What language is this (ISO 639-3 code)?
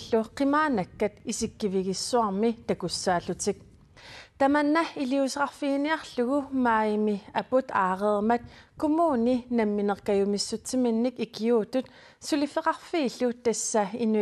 kal